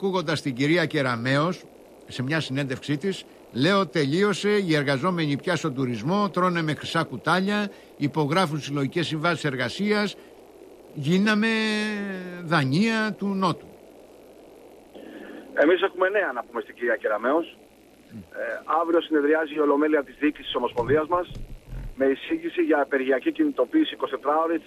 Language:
Greek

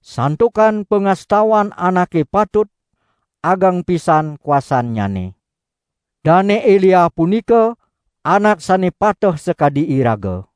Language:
Balinese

